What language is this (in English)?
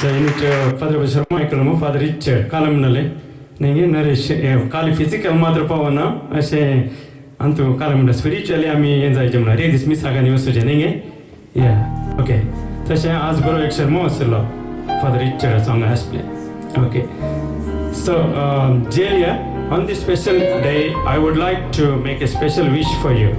Konkani